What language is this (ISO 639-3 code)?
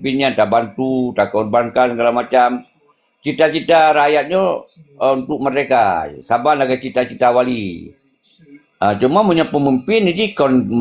ace